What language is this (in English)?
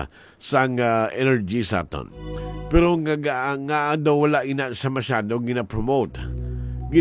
Hiligaynon